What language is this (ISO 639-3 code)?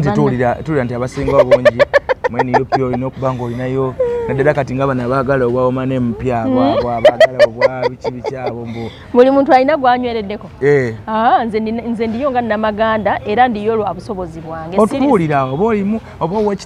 lug